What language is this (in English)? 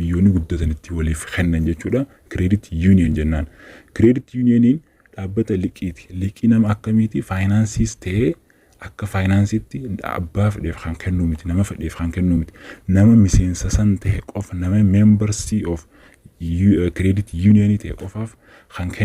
Oromo